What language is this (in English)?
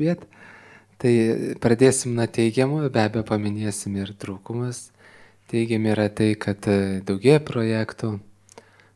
Lithuanian